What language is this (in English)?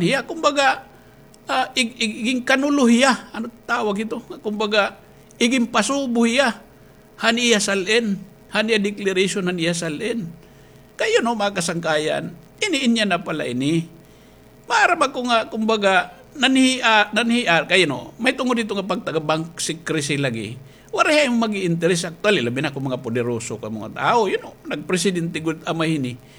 Waray